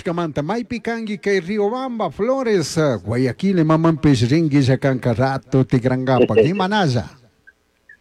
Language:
Chimborazo Highland Quichua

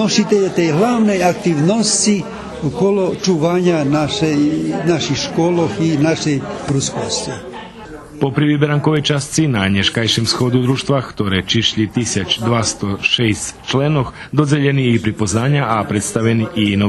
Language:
Rusyn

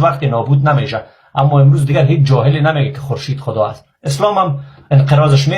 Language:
Persian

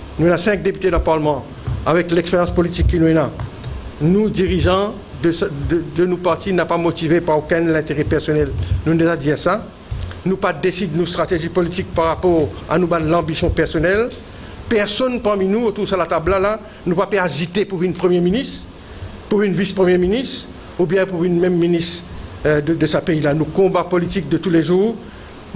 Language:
Morisyen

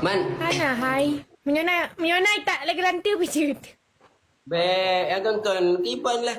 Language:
Achinese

